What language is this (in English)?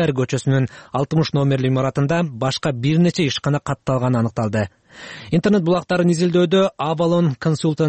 Kyrgyz